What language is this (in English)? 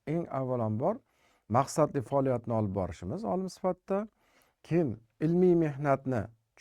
Uzbek